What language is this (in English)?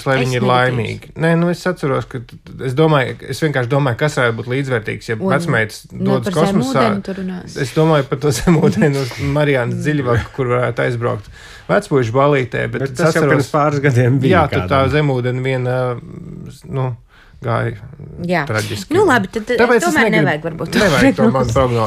Latvian